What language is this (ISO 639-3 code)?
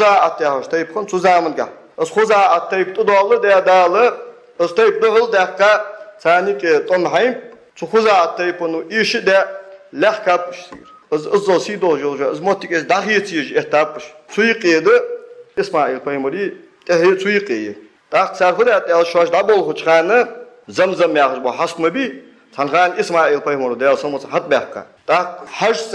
inh